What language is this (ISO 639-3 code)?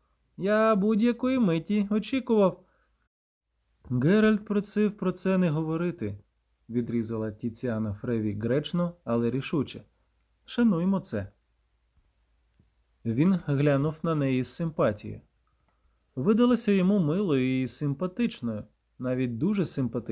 ukr